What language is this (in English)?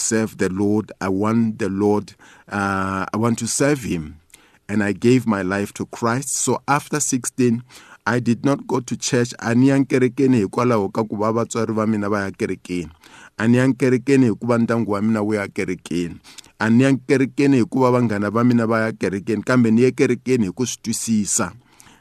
Tsonga